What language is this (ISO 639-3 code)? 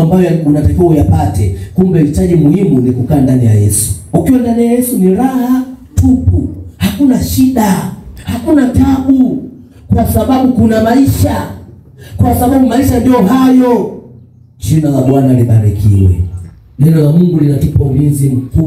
swa